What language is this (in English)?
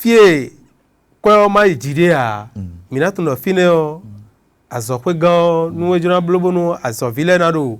Fon